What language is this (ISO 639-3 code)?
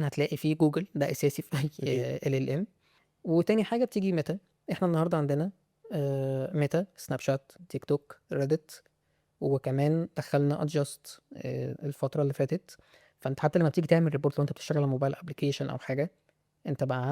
arz